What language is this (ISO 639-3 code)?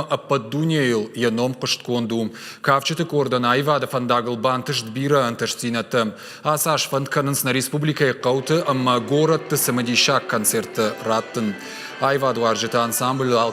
oss